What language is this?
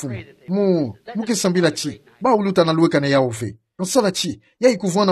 Kituba (Democratic Republic of Congo)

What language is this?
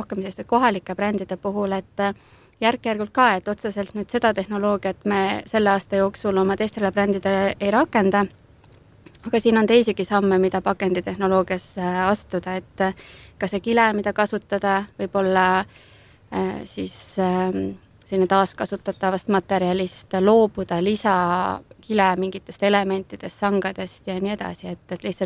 Estonian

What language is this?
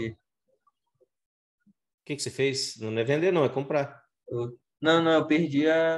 Portuguese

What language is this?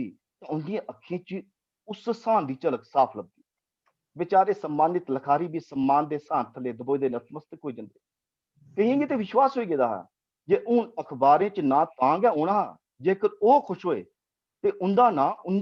Dogri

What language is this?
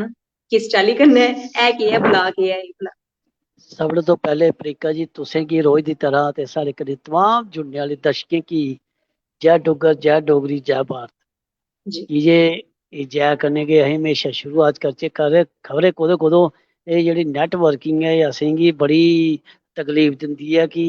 Dogri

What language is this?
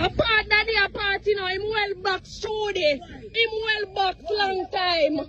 Jamaican Creole English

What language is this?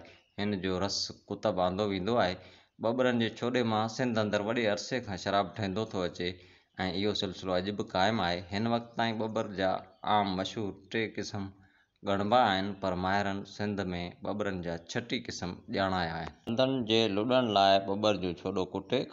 Sindhi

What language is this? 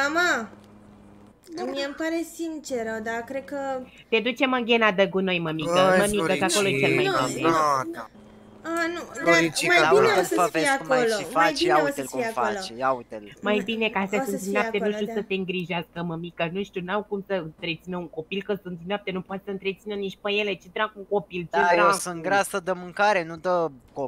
Romanian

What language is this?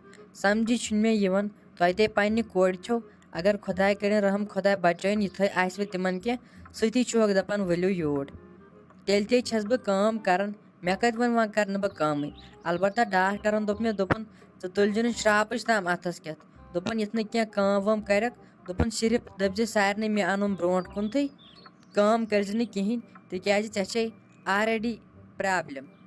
Kashmiri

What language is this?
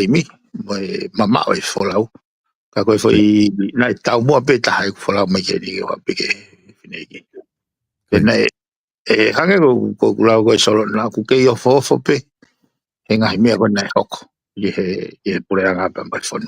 Tongan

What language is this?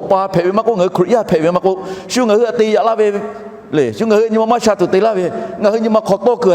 Lahu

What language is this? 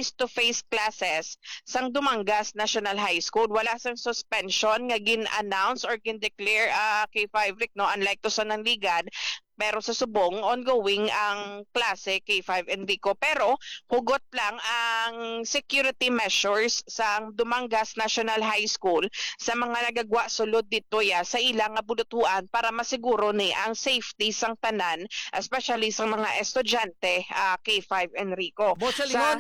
Hiligaynon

